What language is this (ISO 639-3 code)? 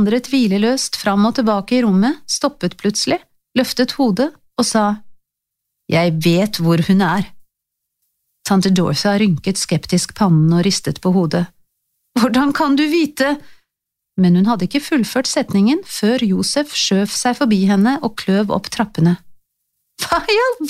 nor